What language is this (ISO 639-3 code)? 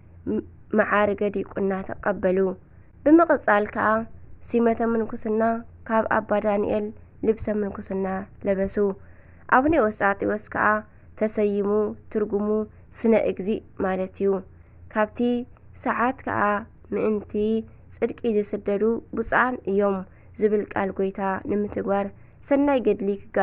tir